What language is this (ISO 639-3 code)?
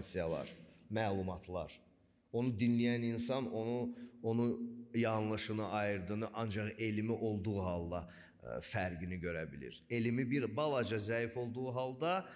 aze